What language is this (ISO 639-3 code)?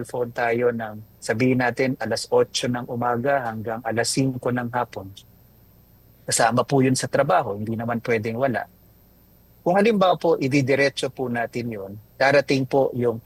fil